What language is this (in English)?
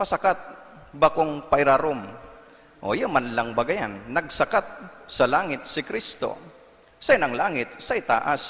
Bikol